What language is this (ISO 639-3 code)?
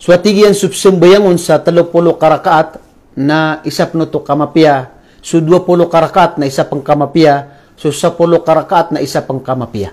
mrw